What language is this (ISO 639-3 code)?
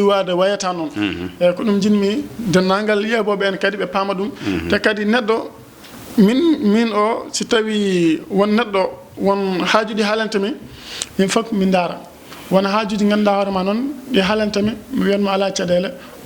ful